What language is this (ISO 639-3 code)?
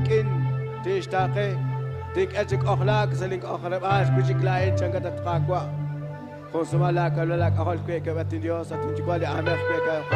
kek